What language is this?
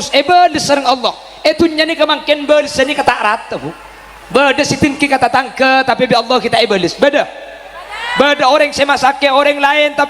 Madurese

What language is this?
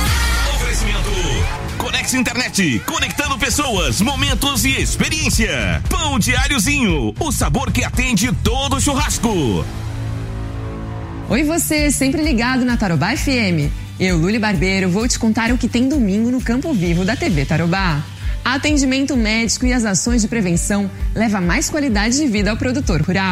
Portuguese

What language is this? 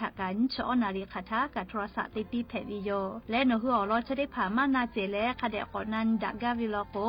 Lahu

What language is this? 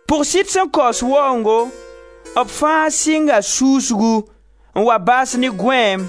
Mossi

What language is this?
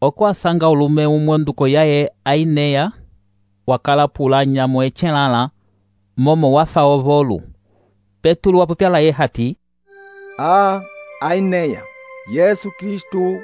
Umbundu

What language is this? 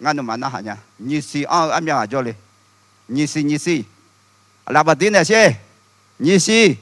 Akha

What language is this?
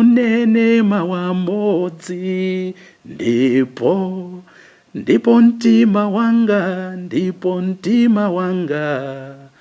Nyanja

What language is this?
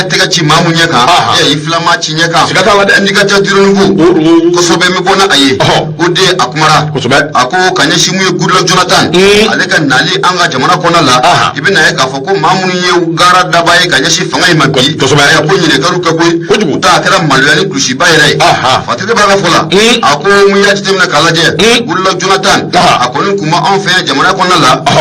Bambara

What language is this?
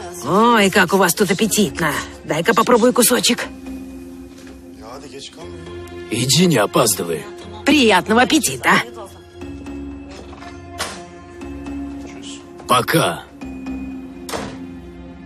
Russian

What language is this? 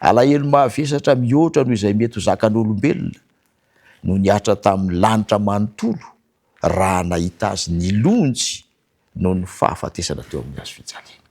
Malagasy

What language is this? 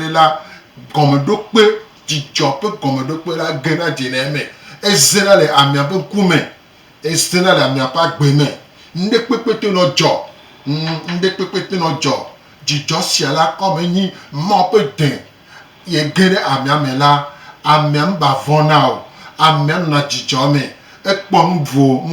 Gen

